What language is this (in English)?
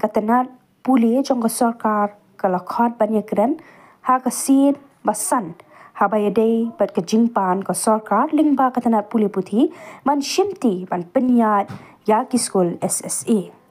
Khasi